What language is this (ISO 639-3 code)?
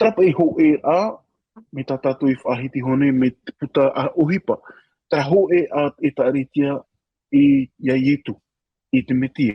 tah